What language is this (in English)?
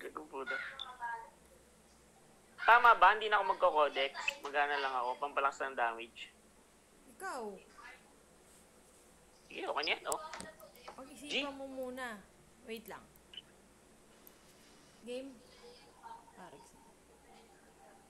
Filipino